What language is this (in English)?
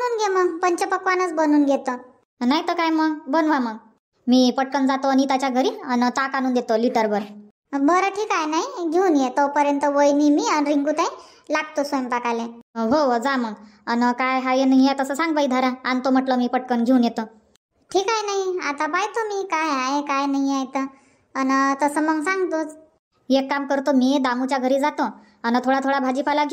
Marathi